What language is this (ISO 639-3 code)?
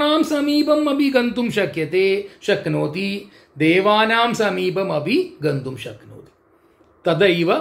san